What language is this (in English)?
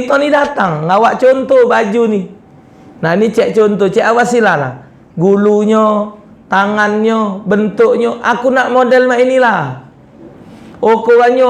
Musi